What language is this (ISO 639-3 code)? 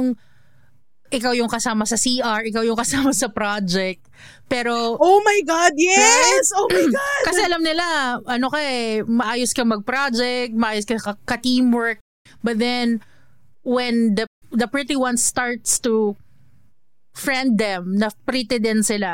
fil